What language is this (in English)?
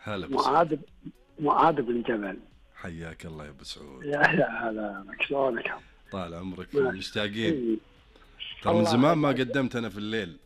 Najdi Arabic